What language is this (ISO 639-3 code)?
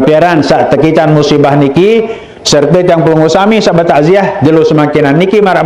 sas